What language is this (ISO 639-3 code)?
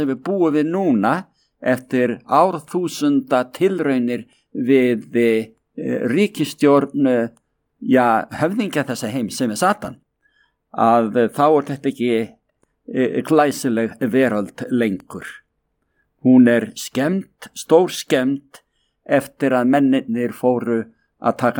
isl